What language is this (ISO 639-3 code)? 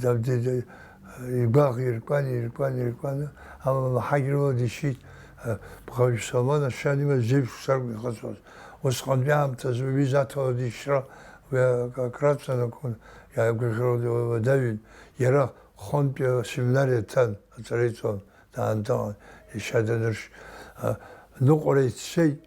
abk